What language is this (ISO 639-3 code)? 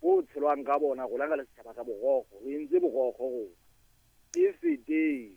sot